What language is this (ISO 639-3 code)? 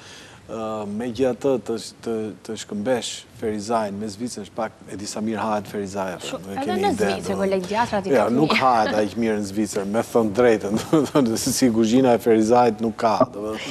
sqi